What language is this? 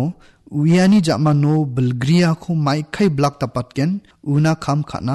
Garo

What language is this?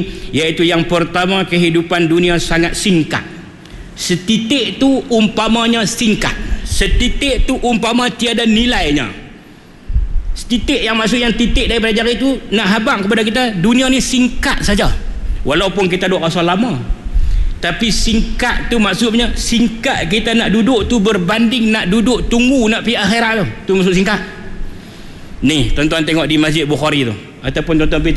Malay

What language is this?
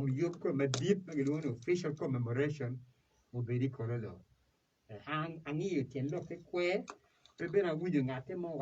Acoli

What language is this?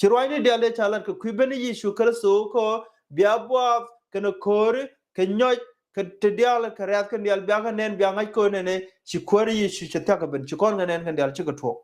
Nuer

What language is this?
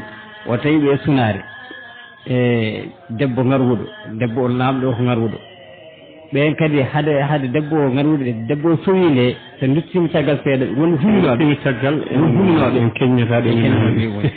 Fula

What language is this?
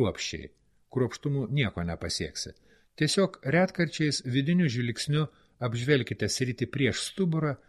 Lithuanian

